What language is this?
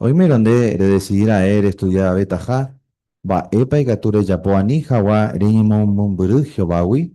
Guarani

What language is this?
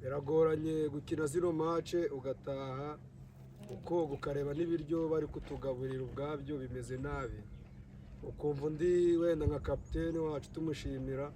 Kinyarwanda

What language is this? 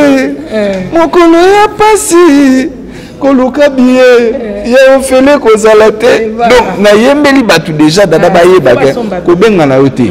Lingala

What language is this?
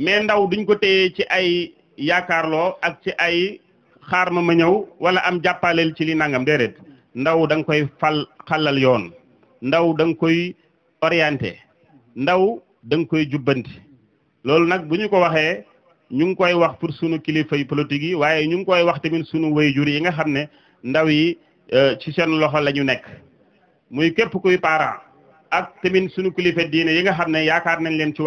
Wolof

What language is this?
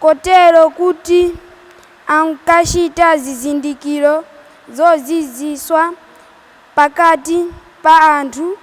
Nyanja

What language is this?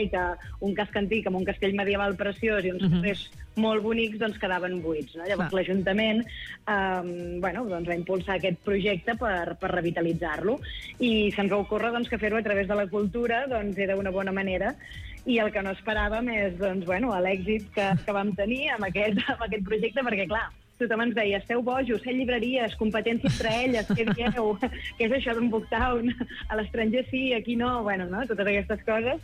Catalan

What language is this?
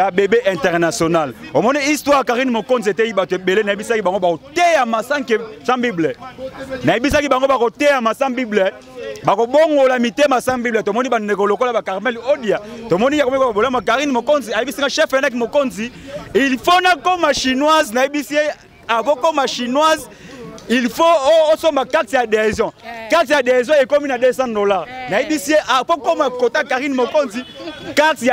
Lingala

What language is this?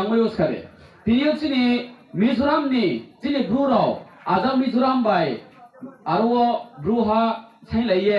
Riang (India)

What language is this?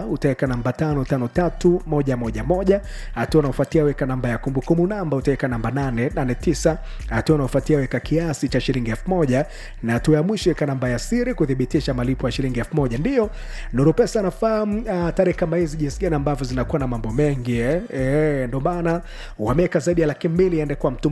Swahili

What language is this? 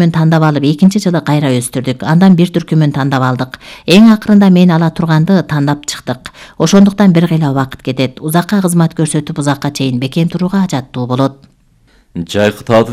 Kyrgyz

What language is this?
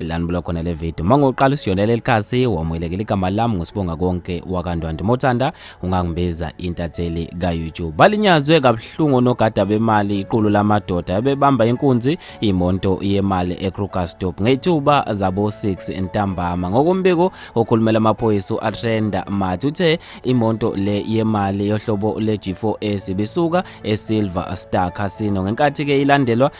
Zulu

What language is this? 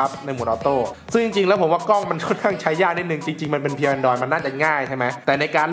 Thai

